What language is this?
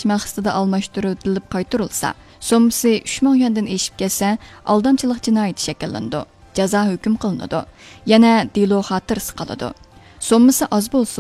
Uyghur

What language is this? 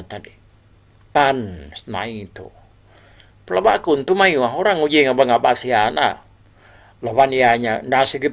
Iban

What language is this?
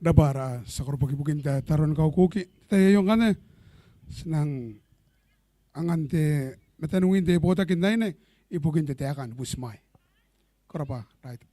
Gilbertese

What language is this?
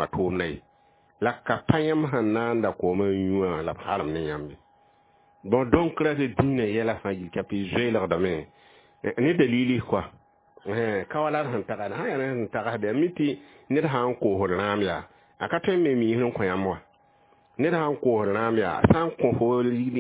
Mossi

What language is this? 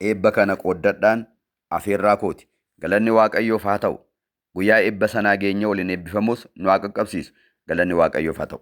Oromo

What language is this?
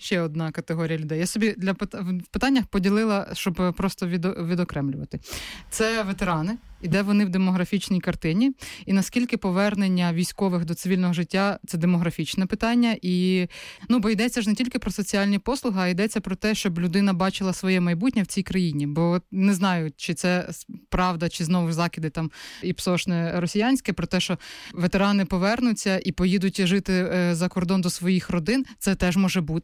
Ukrainian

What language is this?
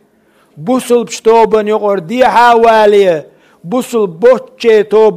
Chechen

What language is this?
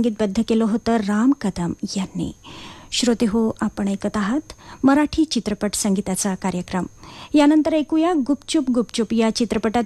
Marathi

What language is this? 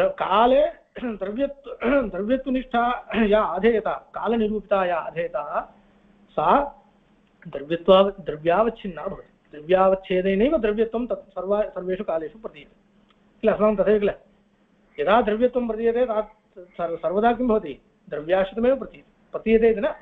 Sanskrit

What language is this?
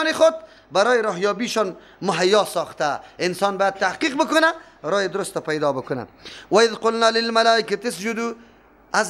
Persian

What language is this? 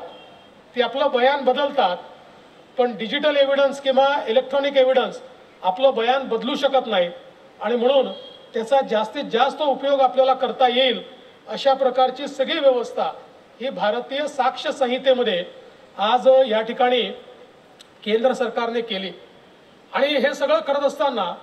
Marathi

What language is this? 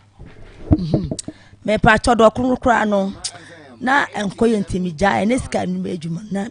Akan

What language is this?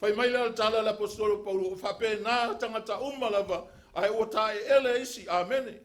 Samoan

